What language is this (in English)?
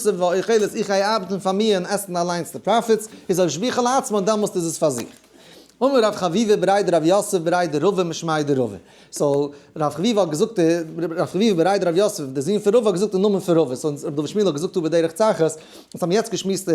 Yiddish